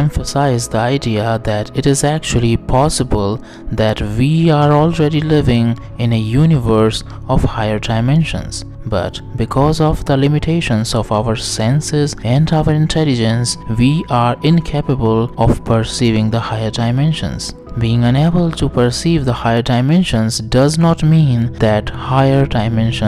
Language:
English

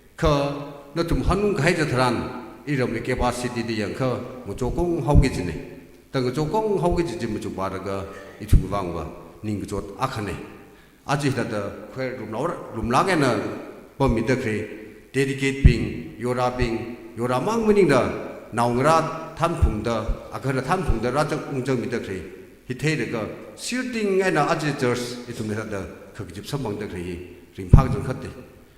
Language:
Tangkhul Naga (India)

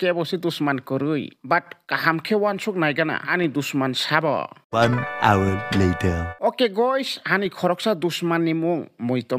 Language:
Kok Borok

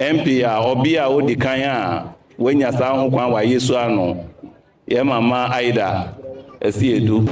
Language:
Akan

